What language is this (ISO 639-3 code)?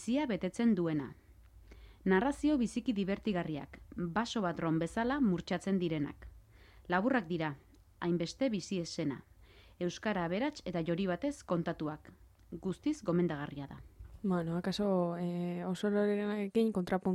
eus